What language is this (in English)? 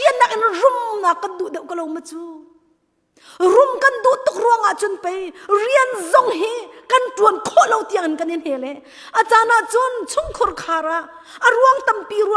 Hakha Chin